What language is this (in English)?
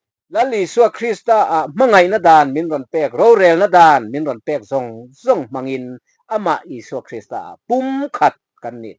Mizo